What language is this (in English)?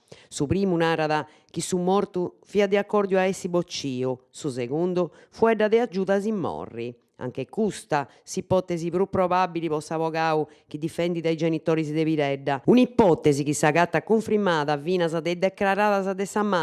Sardinian